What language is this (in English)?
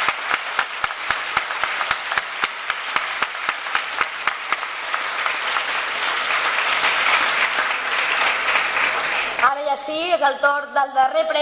Catalan